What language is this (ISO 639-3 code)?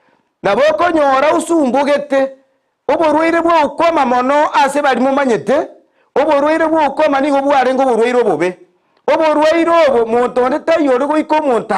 guz